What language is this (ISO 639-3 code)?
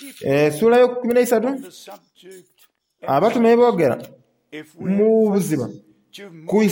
xog